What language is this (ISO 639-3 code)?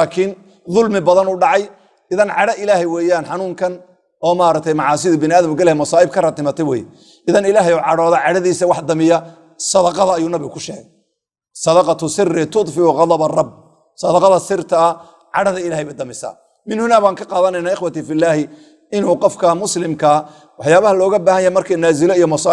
som